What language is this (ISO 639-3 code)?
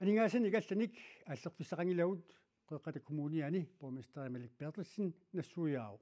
kal